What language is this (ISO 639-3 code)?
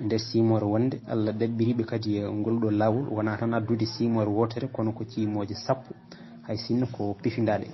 ful